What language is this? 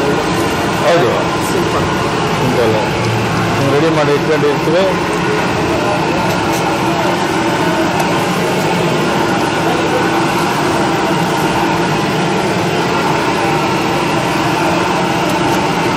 Kannada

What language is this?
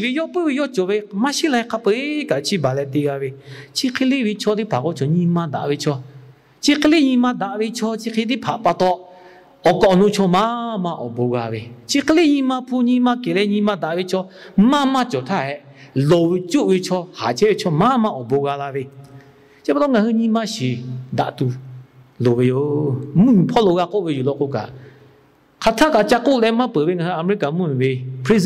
Lahu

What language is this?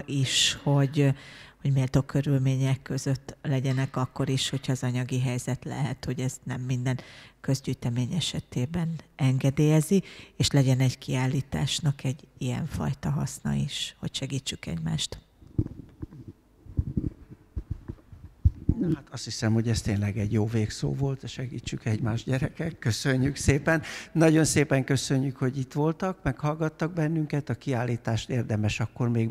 Hungarian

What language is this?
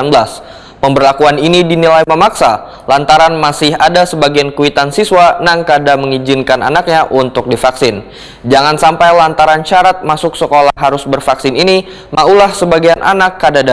Banjar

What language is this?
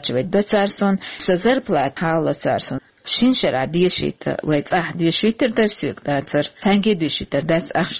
Chechen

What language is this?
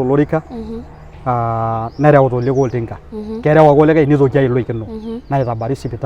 Masai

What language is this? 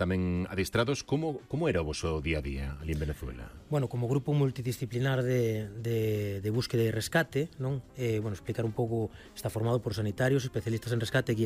Galician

